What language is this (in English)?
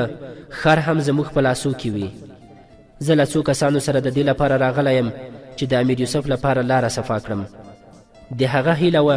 Pashto